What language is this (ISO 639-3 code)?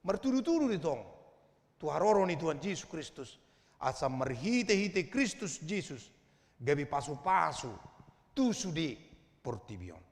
bbc